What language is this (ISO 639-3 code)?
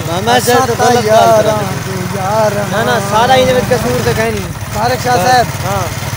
skr